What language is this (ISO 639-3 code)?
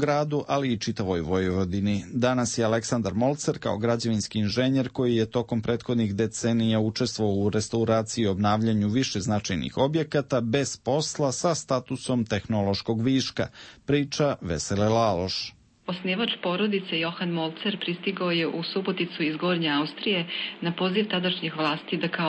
srp